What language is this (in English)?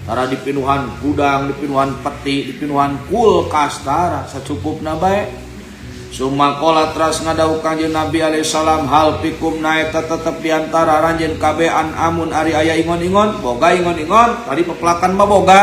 Sundanese